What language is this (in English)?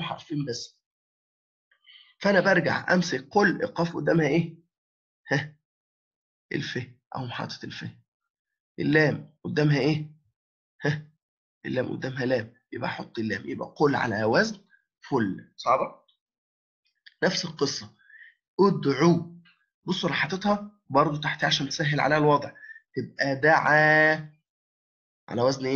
Egyptian Arabic